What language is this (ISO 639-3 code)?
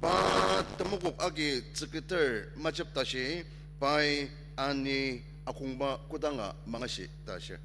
njo